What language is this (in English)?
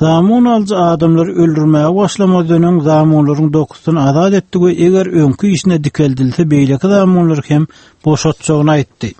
Turkmen